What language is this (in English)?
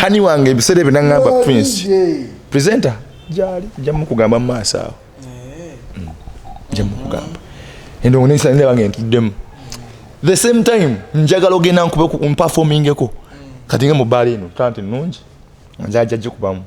Ganda